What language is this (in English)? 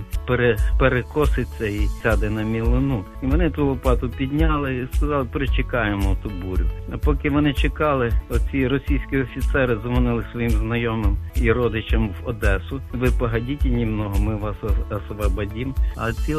Ukrainian